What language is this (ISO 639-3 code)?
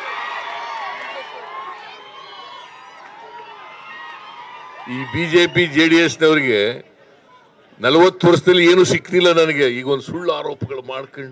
kan